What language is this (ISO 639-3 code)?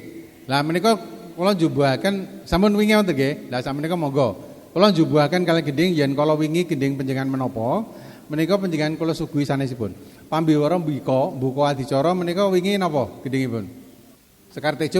jav